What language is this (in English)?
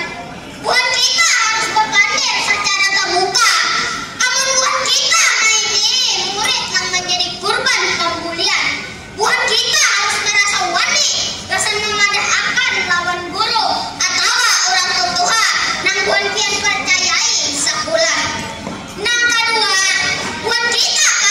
Banjar